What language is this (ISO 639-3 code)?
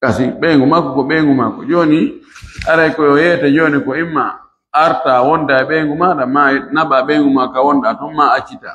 ful